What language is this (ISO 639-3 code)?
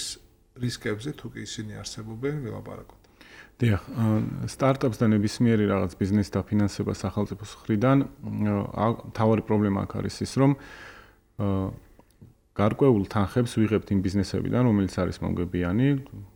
kat